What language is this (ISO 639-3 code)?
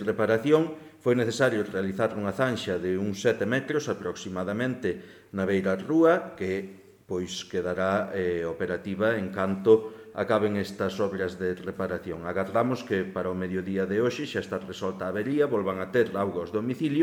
glg